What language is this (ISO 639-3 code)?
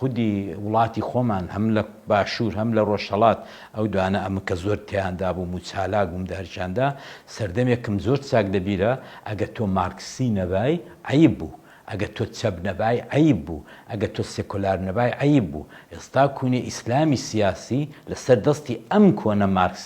ckb